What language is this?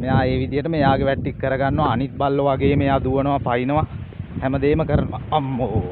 Sinhala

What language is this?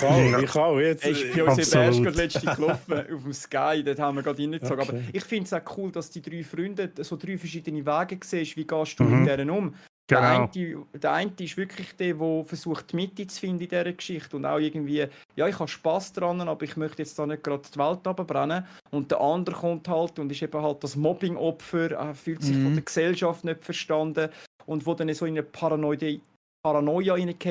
Swiss German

